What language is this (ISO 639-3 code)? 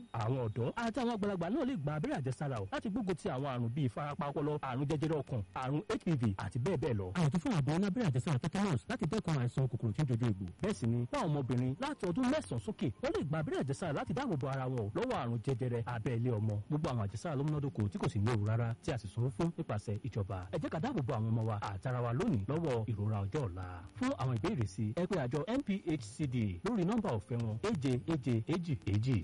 yor